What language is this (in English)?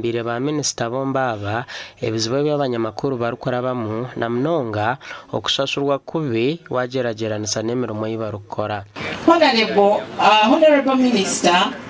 Nyankole